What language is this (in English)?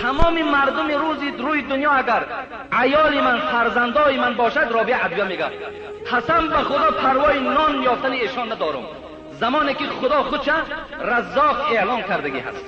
Tajik